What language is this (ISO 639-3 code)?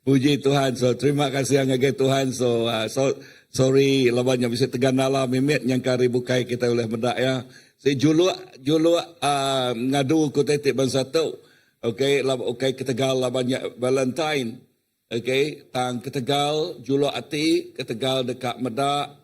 iba